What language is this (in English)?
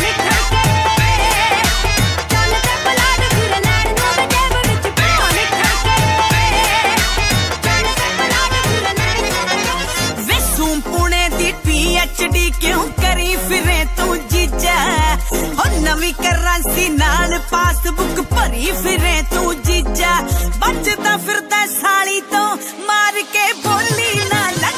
Punjabi